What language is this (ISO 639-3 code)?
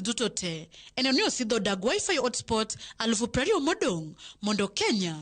luo